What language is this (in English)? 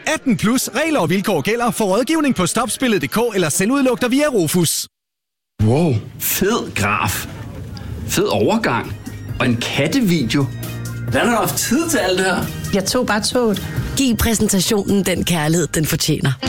Danish